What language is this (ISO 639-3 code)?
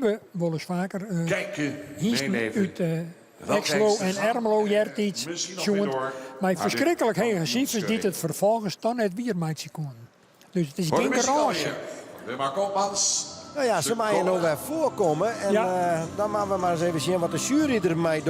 fry